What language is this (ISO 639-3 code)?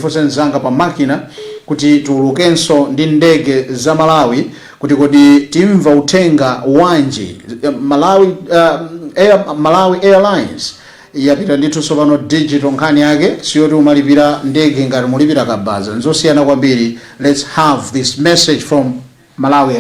nya